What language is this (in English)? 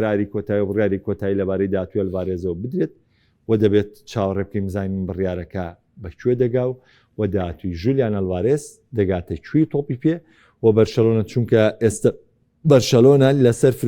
Central Kurdish